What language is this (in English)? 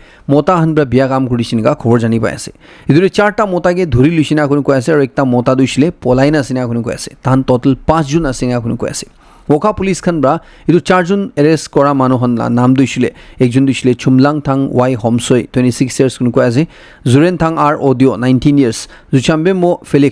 Naga Pidgin